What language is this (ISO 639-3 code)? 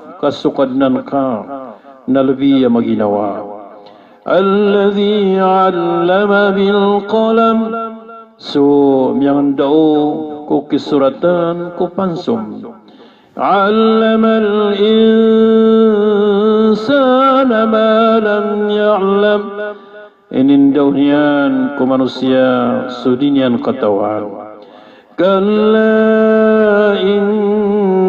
mrw